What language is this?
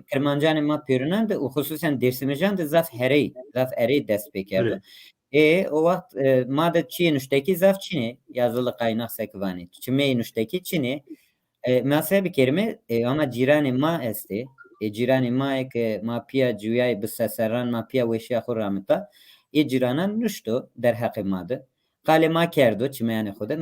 Zaza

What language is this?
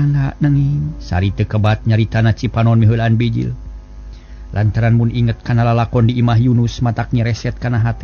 Sundanese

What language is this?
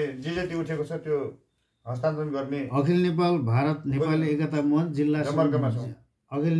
Nepali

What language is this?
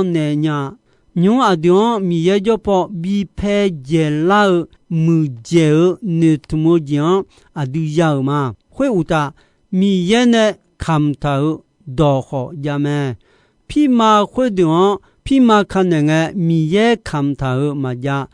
Akha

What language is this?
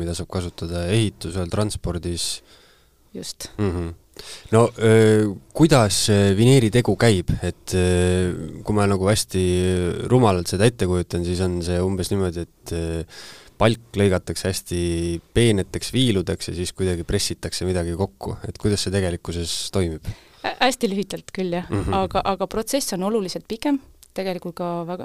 Estonian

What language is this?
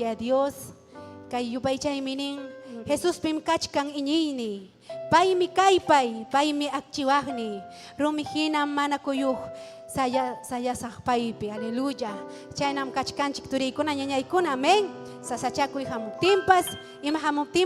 Ayacucho Quechua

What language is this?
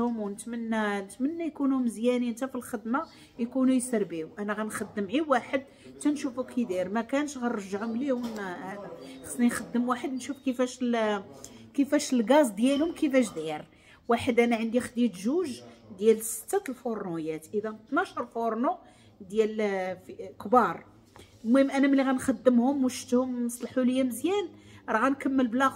Moroccan Arabic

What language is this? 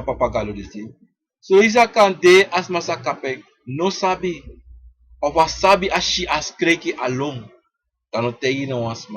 Sranan Tongo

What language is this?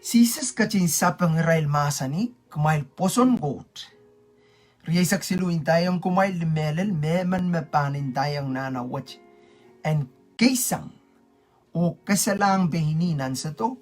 Pohnpeian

